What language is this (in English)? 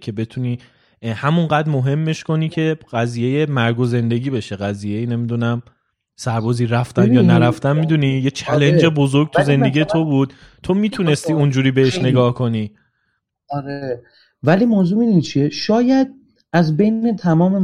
Persian